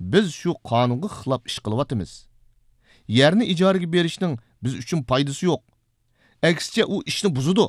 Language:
Uyghur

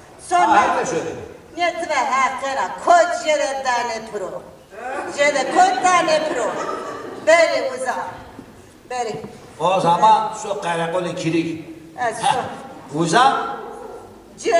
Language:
Zaza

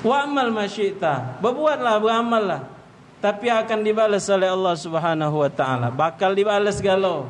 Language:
Musi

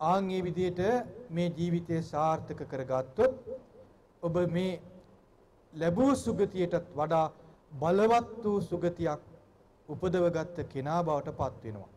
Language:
Sinhala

